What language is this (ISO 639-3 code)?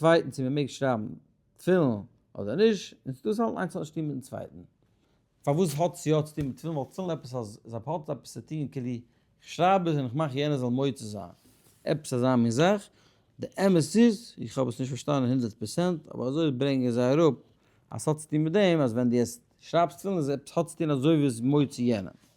yid